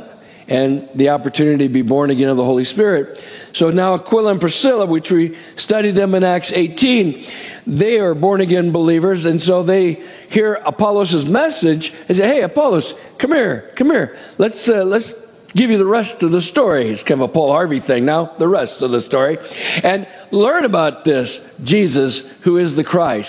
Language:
English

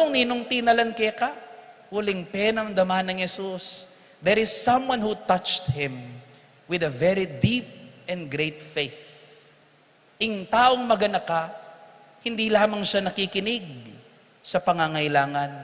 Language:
Pampanga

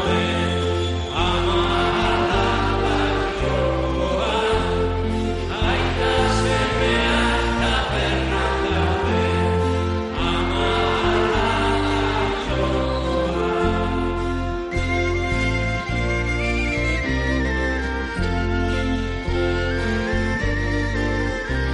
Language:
Basque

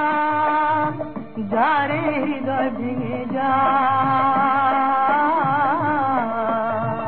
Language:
Bangla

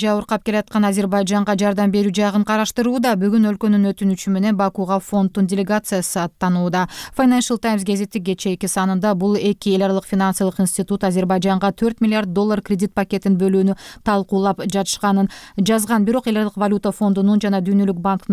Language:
Kyrgyz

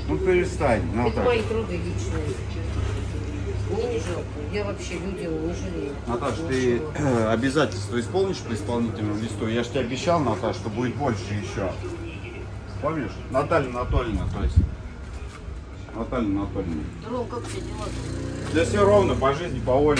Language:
Russian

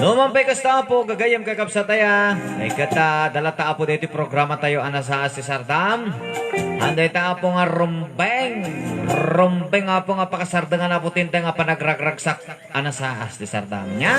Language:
Iloko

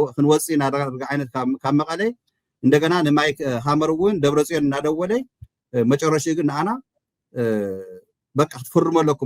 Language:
Tigrinya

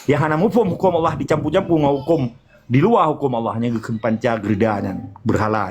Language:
Achinese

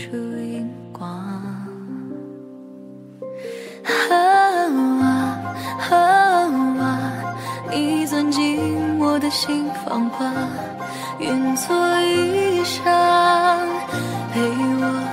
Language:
Chinese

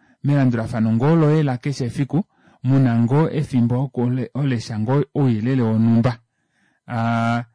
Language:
Kuanyama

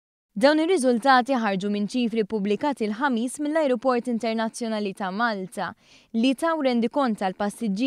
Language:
Maltese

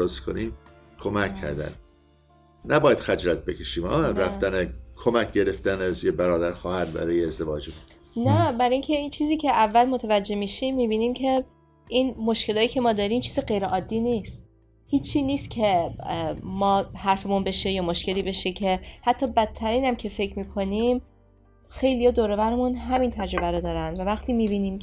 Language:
Persian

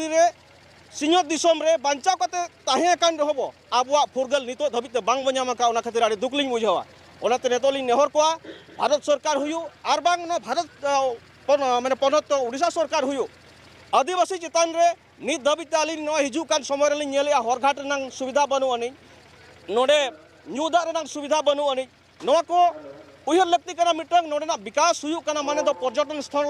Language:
Santali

